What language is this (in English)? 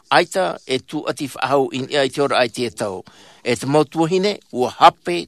Tahitian